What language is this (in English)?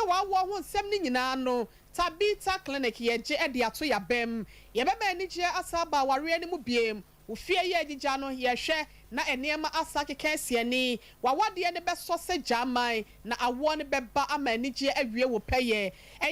Akan